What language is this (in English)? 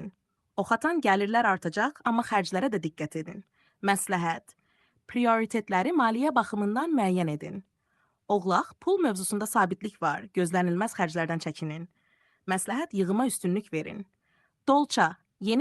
Azerbaijani